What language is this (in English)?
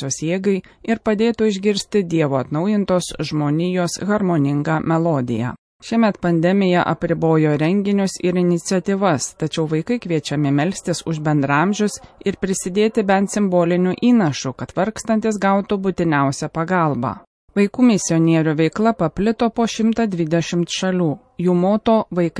Lithuanian